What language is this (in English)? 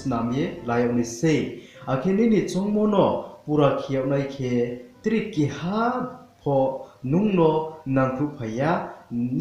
Riang (India)